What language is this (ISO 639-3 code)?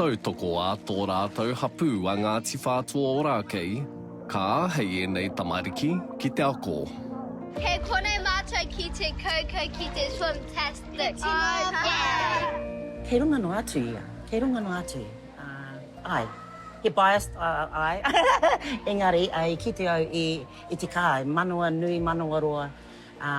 mri